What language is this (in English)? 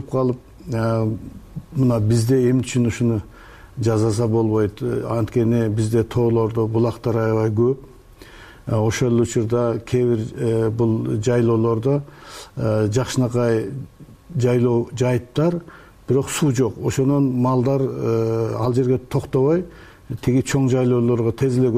Kyrgyz